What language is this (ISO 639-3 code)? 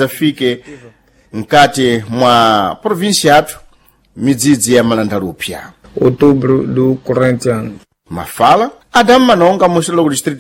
seh